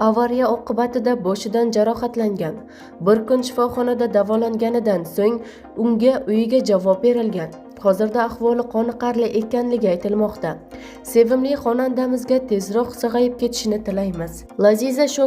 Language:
Uzbek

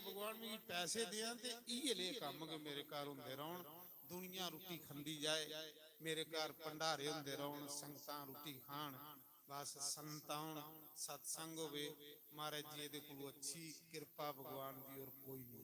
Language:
Dogri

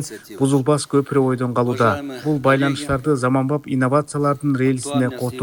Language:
Kyrgyz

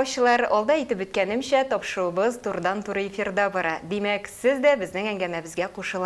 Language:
Tatar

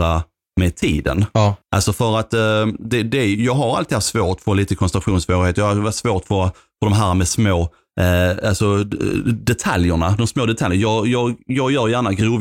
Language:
Swedish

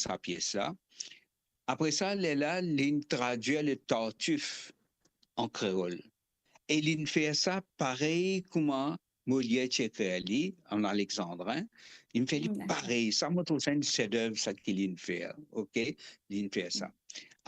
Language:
Morisyen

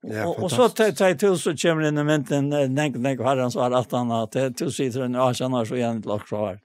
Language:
Faroese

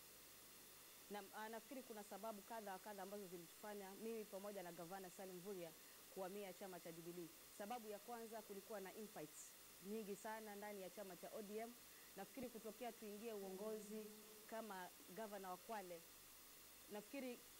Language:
Swahili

